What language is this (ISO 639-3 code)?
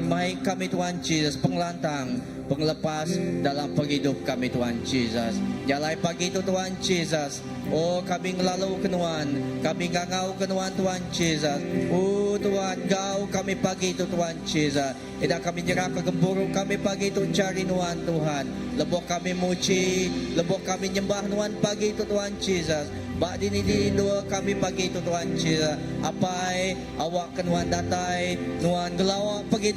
iba